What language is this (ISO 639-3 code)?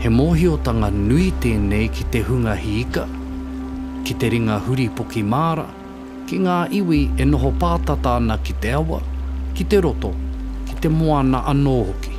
mri